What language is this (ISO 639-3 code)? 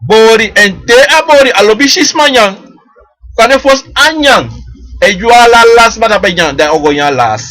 srn